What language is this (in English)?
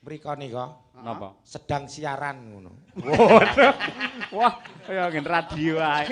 Javanese